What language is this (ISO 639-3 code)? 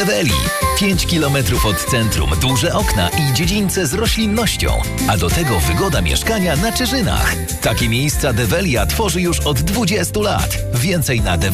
pol